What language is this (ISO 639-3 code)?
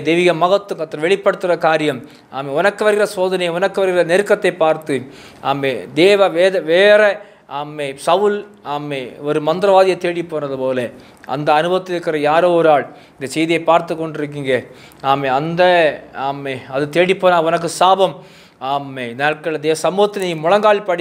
tam